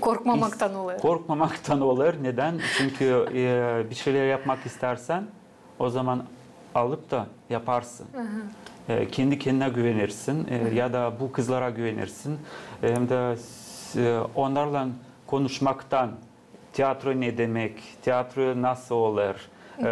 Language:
Gagauz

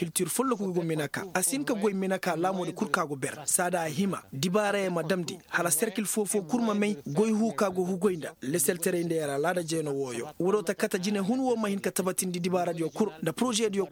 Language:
Koyraboro Senni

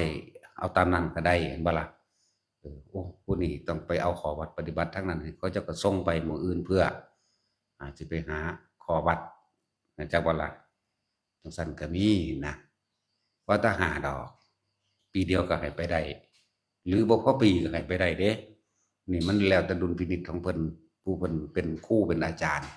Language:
Northeastern Thai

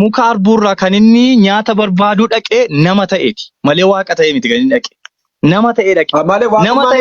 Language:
Oromo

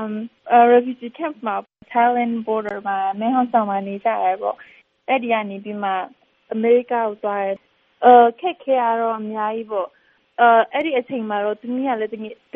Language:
Burmese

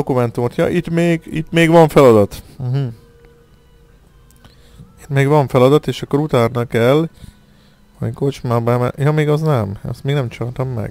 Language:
Hungarian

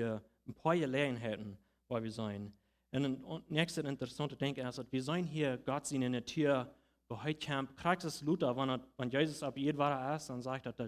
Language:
Plautdietsch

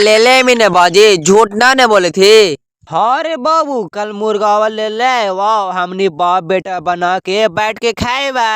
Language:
Magahi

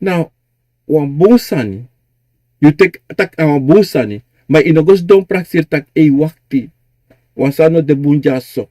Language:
Sranan Tongo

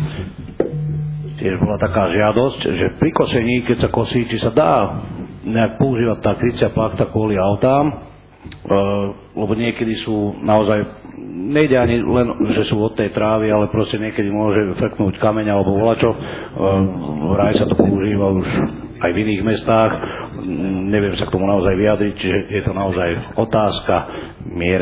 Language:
Slovak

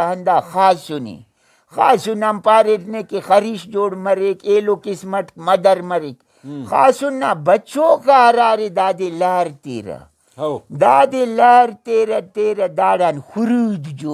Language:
Brahui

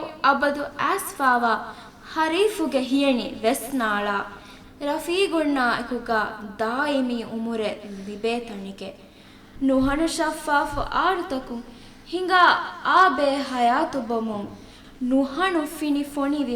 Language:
Divehi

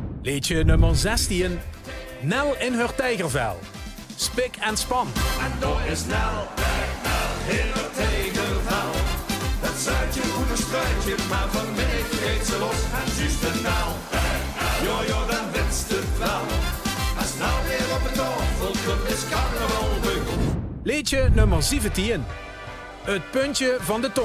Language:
Limburgish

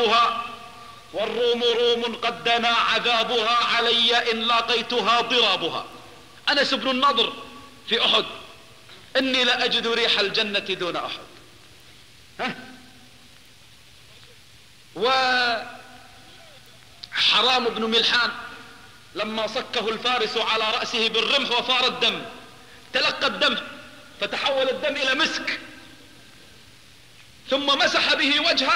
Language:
Arabic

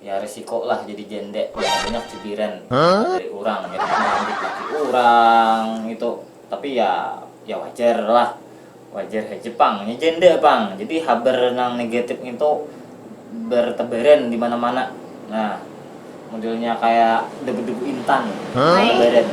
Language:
Banjar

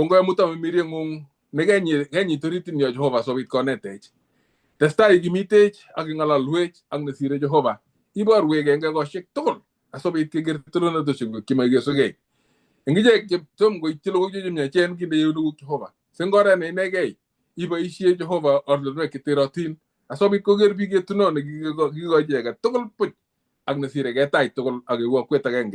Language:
Kalenjin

